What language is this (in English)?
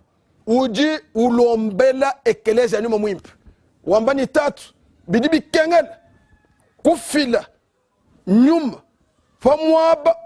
Luba-Lulua